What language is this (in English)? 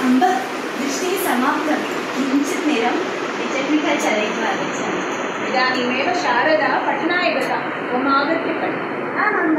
Sanskrit